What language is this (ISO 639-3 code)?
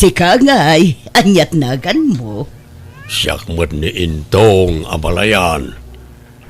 ilo